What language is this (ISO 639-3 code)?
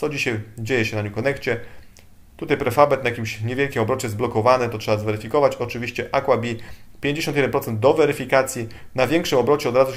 pol